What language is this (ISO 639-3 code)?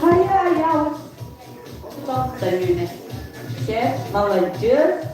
sah